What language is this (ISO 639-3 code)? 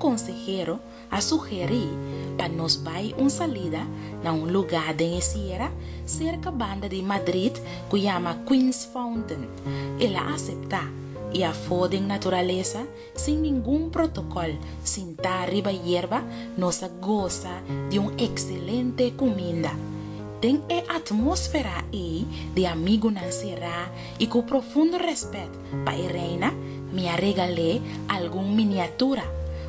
pap